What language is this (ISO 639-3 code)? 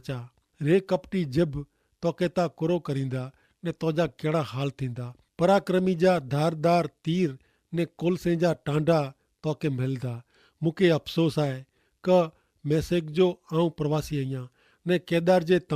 kfr